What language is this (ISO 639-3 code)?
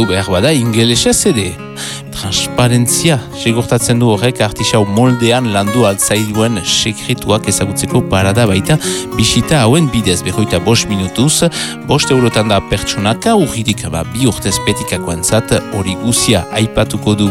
eus